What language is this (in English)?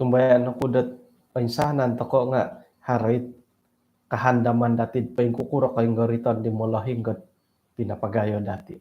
Central Dusun